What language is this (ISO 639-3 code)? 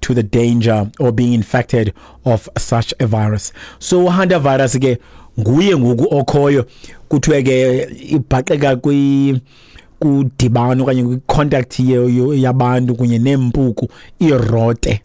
xho